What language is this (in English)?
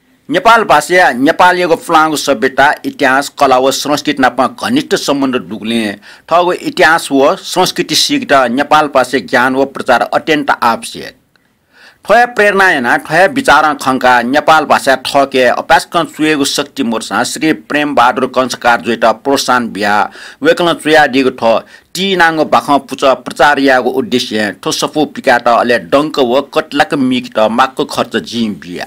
Newari